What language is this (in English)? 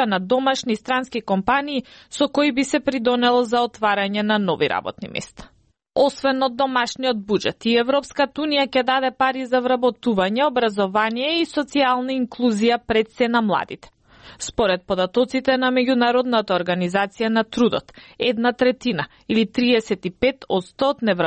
Macedonian